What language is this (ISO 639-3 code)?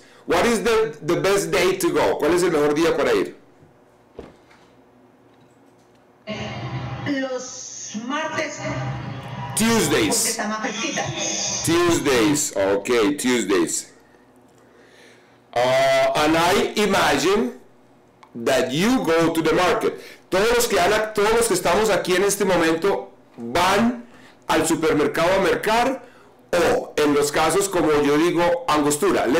spa